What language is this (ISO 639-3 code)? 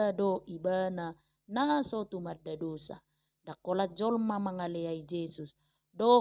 bbc